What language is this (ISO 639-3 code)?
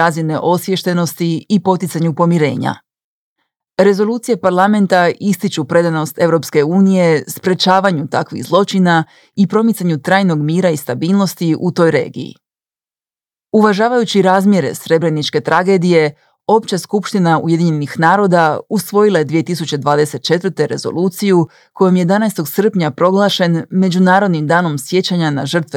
hrv